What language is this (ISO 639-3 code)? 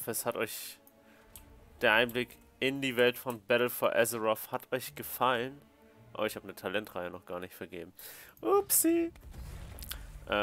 deu